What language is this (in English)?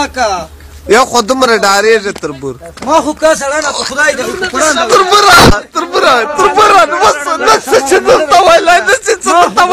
Pashto